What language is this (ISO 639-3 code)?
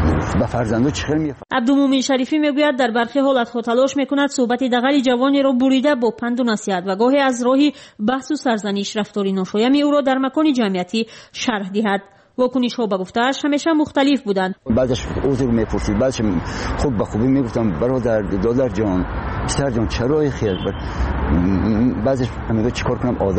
fas